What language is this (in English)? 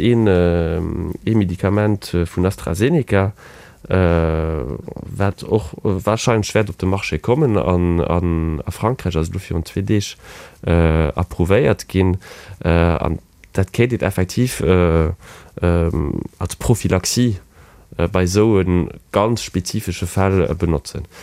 Luxembourgish